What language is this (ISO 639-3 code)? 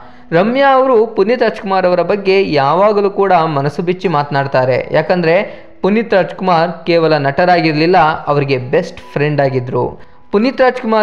kan